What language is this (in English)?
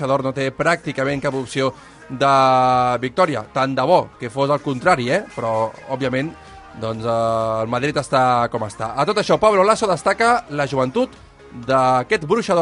Catalan